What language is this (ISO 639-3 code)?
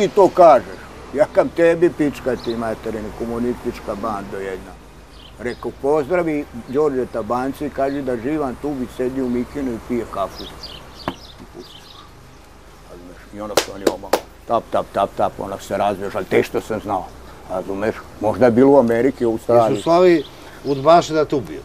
srp